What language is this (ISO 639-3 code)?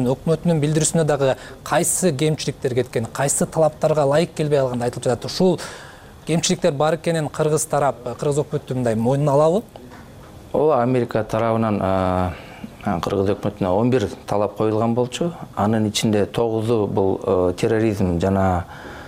kir